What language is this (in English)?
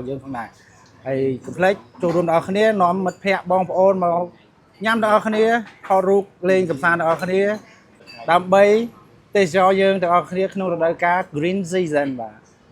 Khmer